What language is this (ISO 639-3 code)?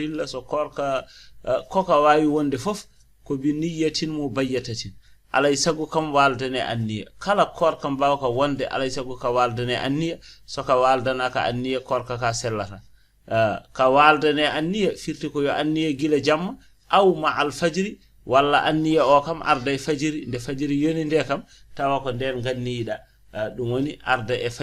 ful